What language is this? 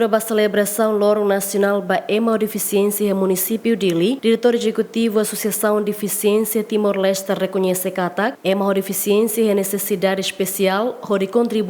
Tetum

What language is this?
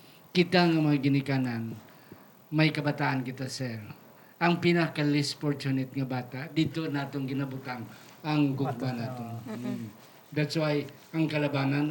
Hiligaynon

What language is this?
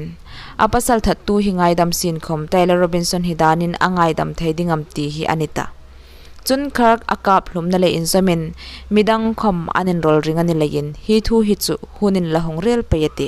Hmar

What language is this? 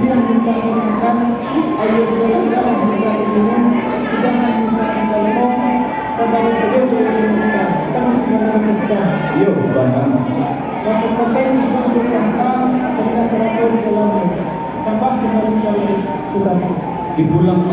Minangkabau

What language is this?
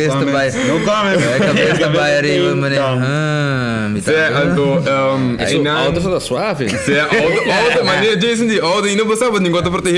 Papiamento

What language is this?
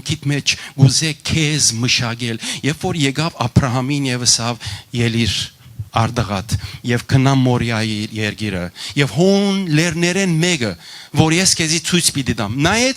Western Armenian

